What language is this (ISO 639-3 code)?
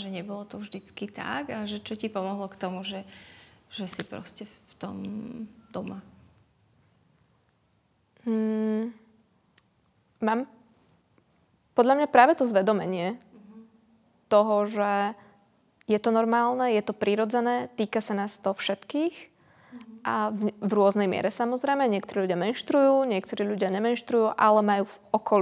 slk